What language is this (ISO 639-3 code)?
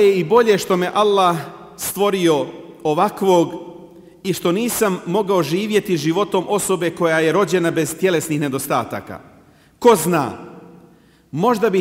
bos